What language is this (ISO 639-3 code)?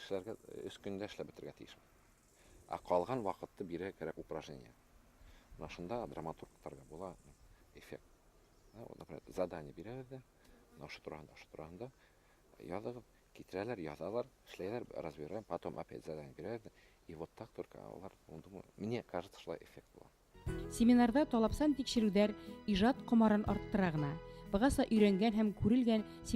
bak